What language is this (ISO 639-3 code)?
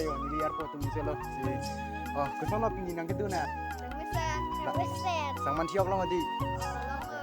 mjw